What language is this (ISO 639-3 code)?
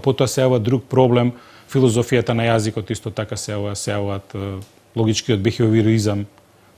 mkd